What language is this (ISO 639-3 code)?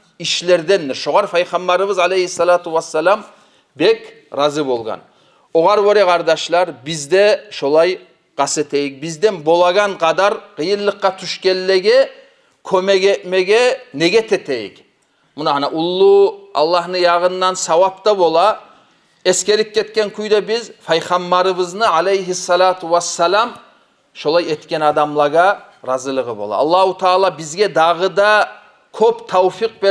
kum